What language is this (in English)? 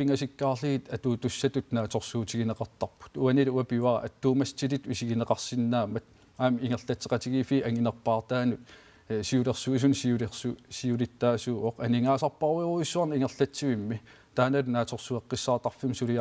Kalaallisut